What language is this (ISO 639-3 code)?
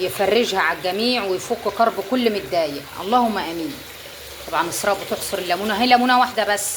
arz